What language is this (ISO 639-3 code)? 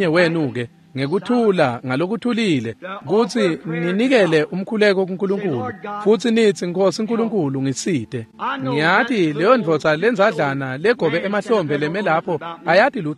ssw